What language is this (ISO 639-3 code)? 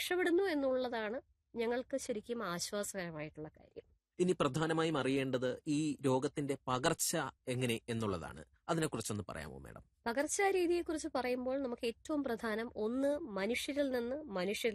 mal